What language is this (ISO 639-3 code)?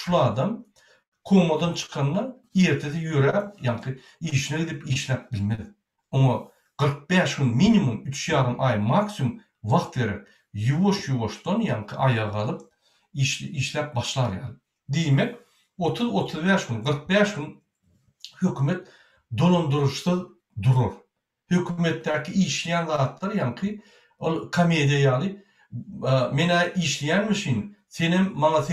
tuk